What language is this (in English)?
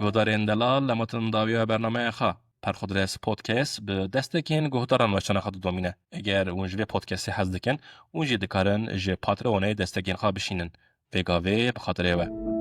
Kurdish